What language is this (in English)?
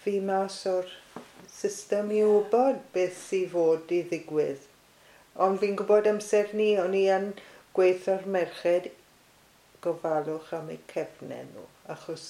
Welsh